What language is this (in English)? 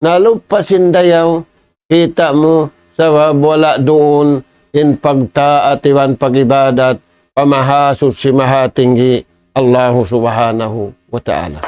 Tausug